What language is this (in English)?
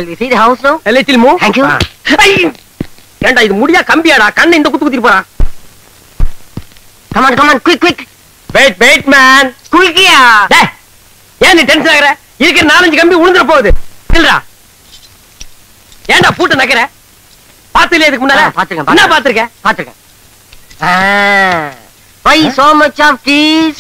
Tamil